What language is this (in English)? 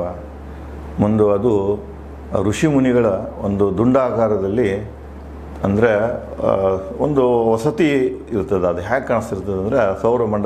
Kannada